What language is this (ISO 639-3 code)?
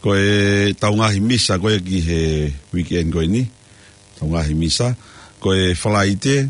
ton